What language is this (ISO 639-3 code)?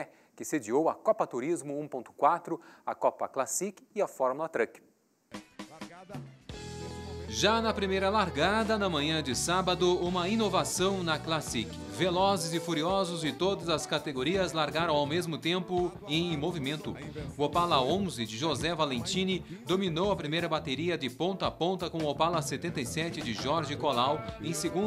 por